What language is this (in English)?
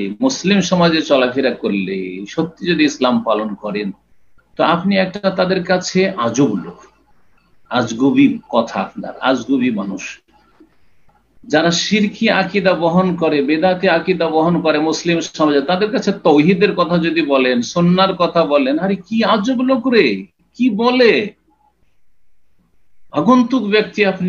Bangla